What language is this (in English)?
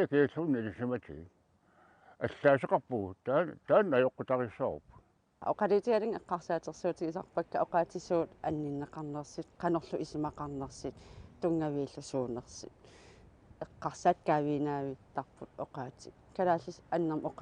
Kalaallisut